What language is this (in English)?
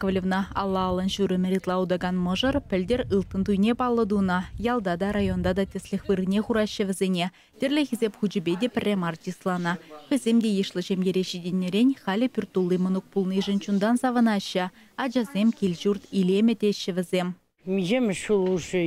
Chuvash